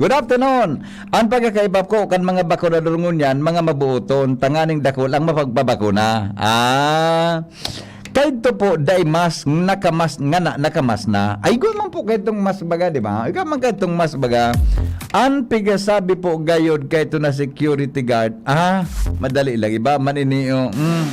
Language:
Bikol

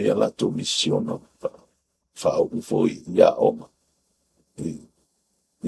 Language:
Samoan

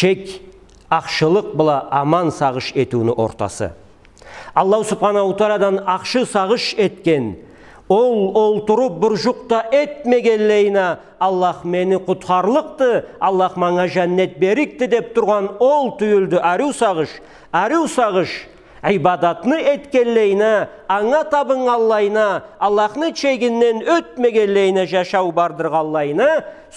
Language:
Karachay-Balkar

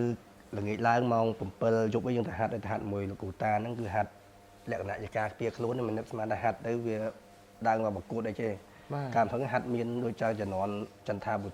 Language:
Khmer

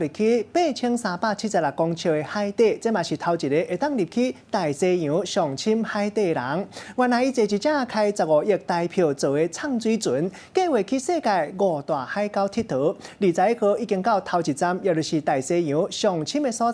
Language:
Min Nan Chinese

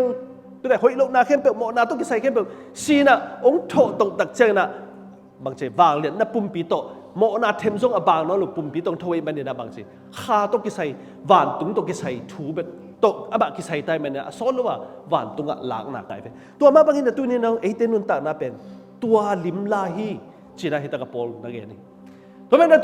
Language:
Tedim Chin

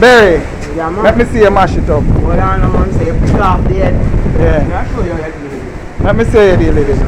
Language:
Jamaican Creole English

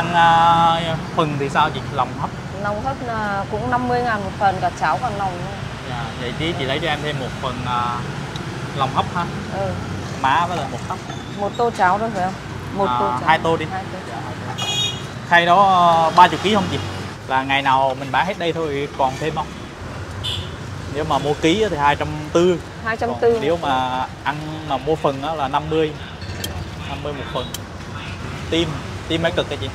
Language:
Vietnamese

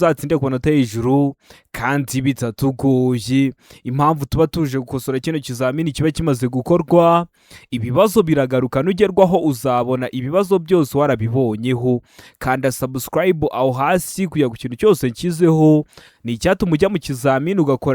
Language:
Kinyarwanda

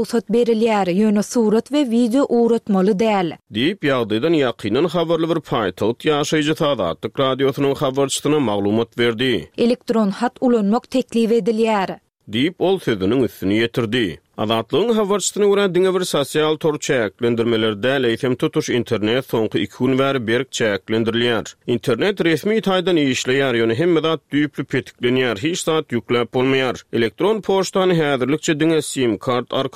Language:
Turkmen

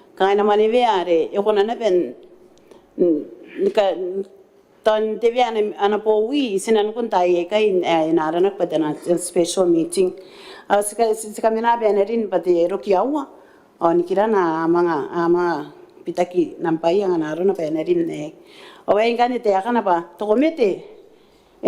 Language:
Gilbertese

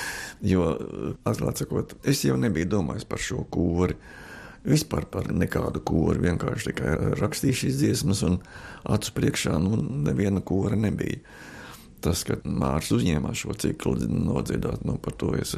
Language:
Latvian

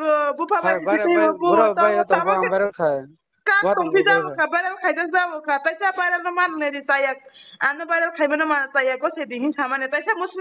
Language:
Kok Borok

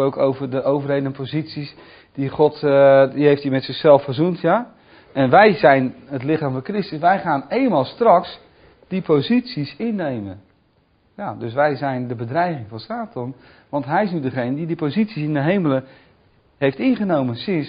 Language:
Dutch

